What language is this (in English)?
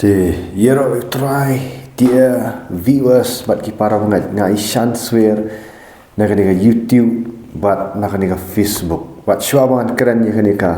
Khasi